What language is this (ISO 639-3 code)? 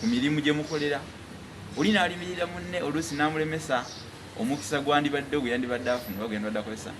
lug